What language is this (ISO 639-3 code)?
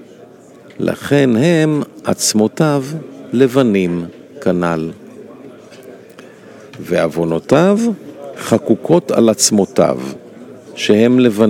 heb